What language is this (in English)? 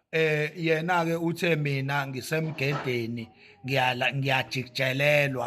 Zulu